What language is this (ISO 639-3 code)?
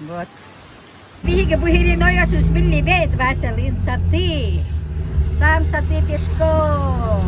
sah